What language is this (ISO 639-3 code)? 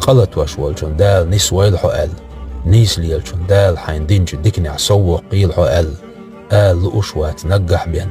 che